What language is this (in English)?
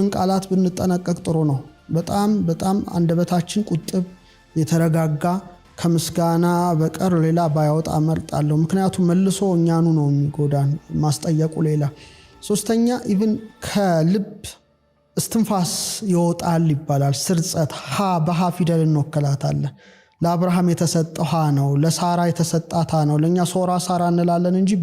Amharic